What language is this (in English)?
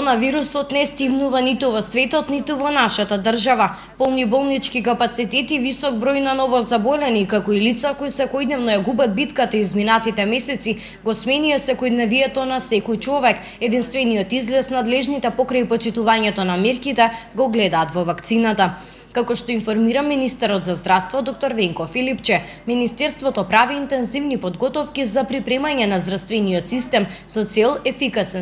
Macedonian